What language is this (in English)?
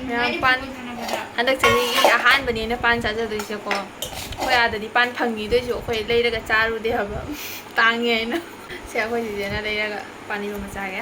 Manipuri